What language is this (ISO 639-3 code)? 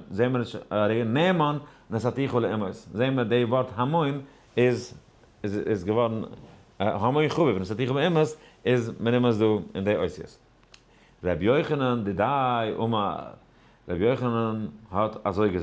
yid